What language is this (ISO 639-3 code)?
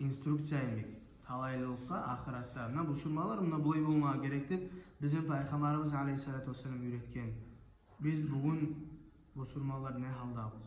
kum